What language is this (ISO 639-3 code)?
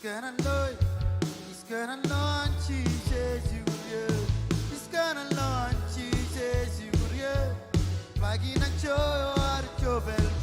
mah